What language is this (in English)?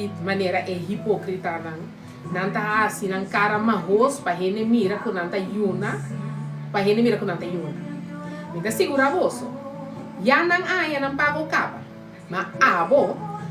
Papiamento